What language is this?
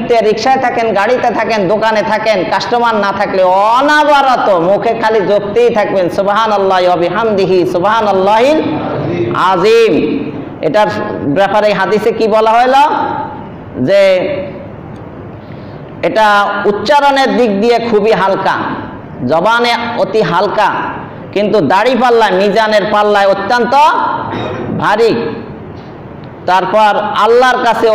Bangla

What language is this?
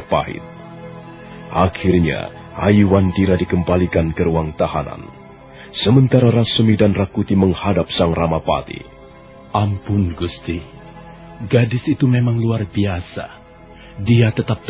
Indonesian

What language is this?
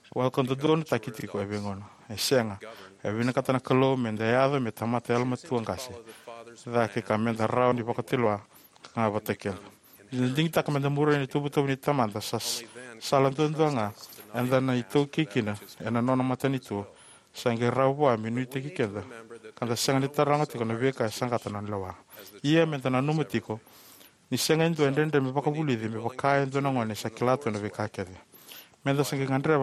Fijian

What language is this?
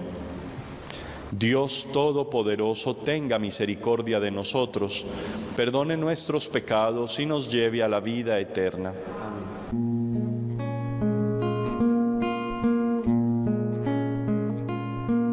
Spanish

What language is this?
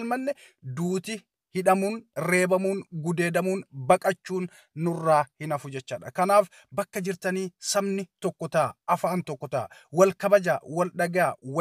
Oromo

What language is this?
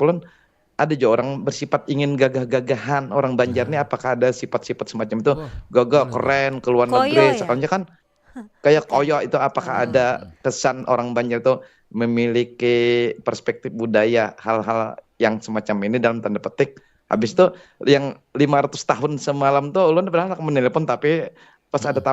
Banjar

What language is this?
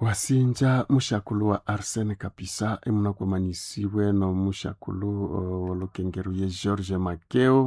Nande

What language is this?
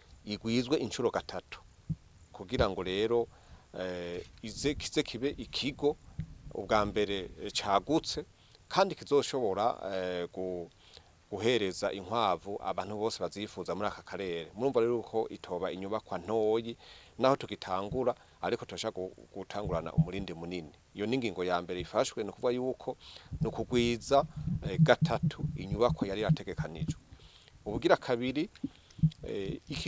Rundi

